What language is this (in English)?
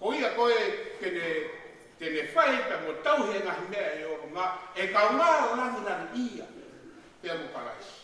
Tongan